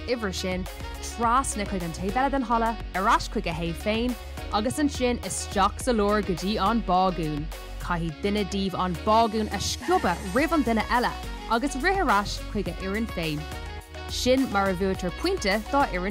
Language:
Irish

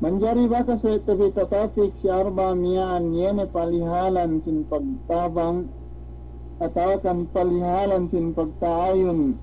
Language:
Yakan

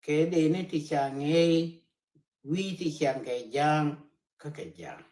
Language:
Nuer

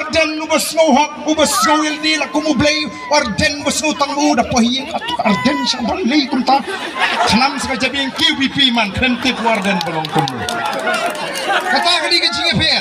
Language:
Khasi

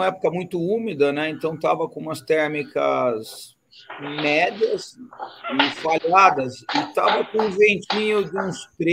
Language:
Portuguese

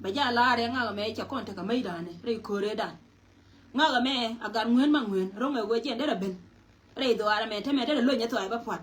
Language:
Nuer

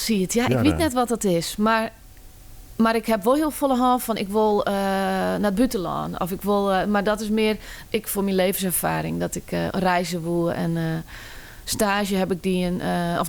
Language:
Western Frisian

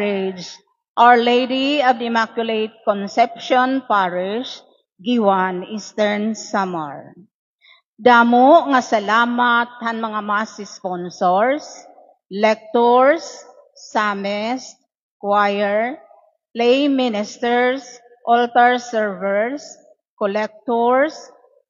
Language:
Waray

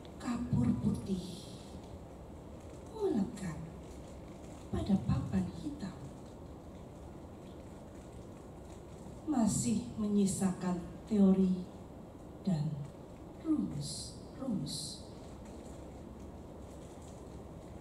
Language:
Indonesian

